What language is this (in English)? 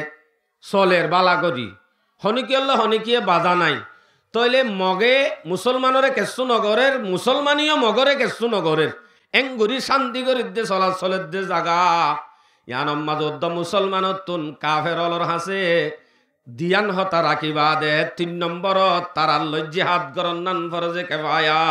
Rohingya